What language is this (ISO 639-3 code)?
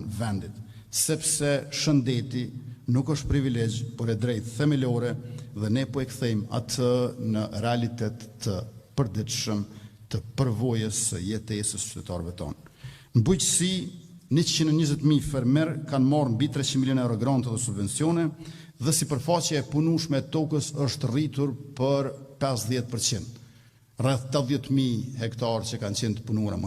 sqi